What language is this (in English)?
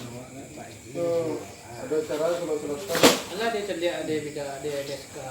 Minangkabau